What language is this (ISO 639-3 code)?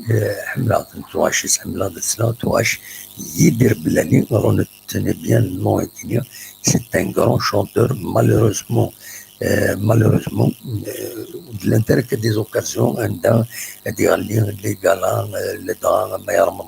kab